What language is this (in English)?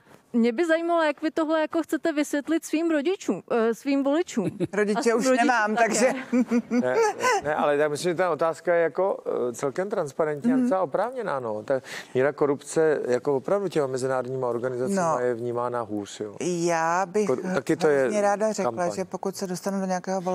Czech